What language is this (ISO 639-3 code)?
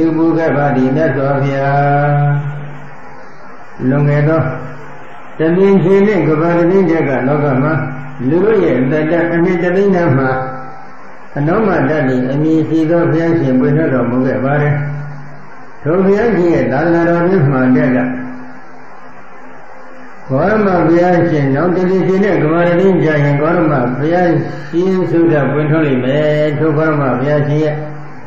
mya